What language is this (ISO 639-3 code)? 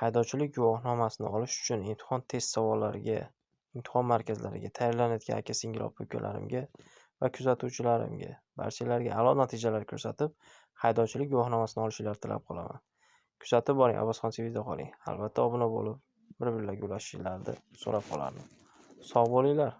uzb